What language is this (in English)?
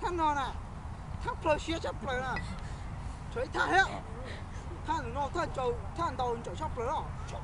Hmong